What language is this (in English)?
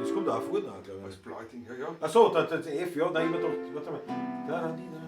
Bavarian